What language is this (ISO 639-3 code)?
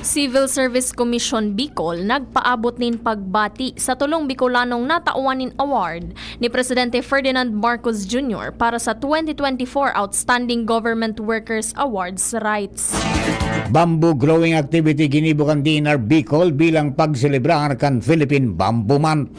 bik